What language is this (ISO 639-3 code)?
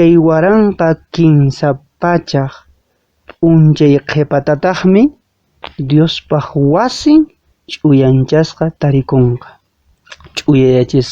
que